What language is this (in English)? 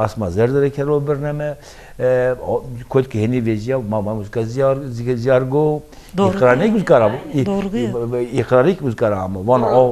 Zaza